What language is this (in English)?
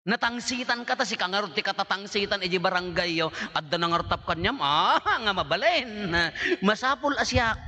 Iloko